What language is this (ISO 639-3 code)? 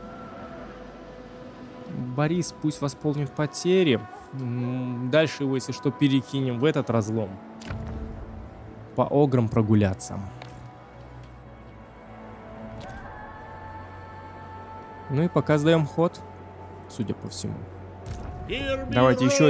rus